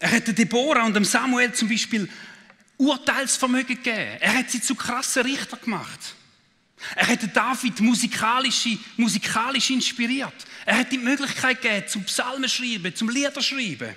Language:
Swiss German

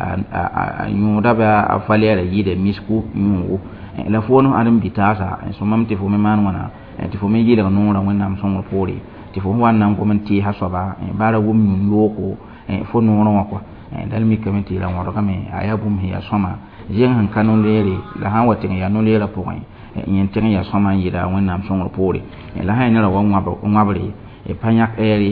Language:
Mossi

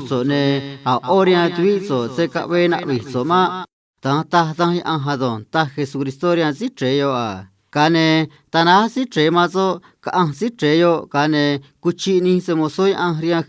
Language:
Copala Triqui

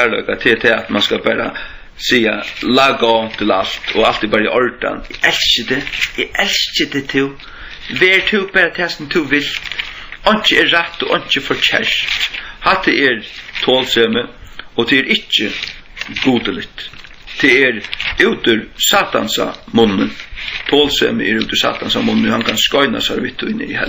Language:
Faroese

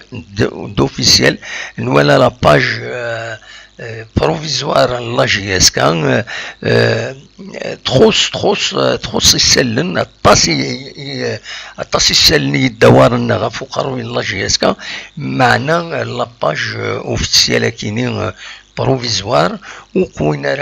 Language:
Kabyle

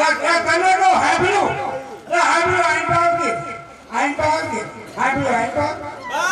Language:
Gujarati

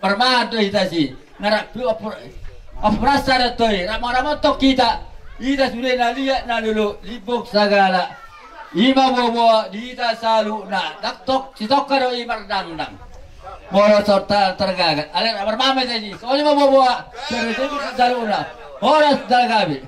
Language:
Batak Toba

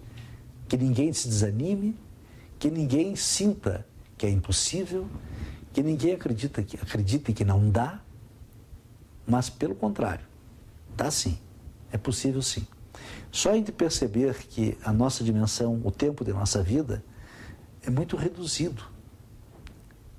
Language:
Portuguese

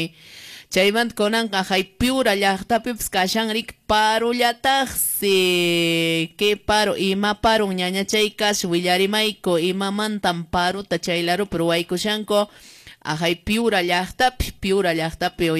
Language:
Quechua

